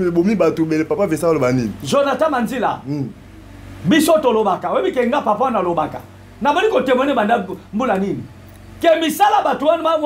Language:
Lingala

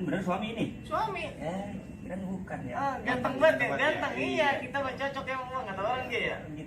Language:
Betawi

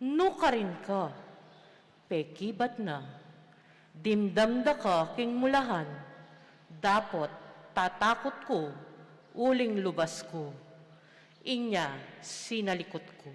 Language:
Pampanga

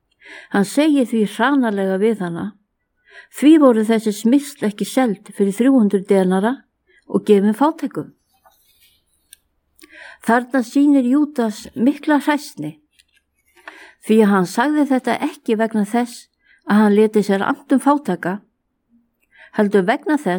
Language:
Icelandic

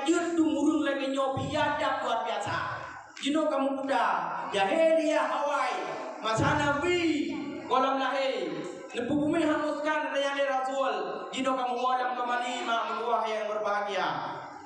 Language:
Achinese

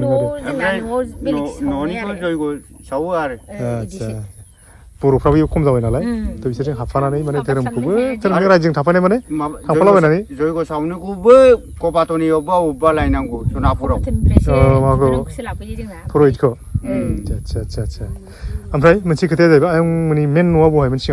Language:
Bodo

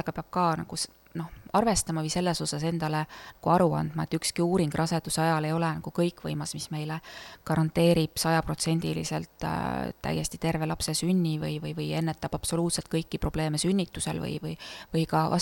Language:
Estonian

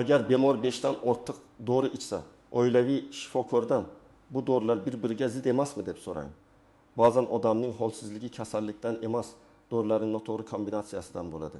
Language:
Uzbek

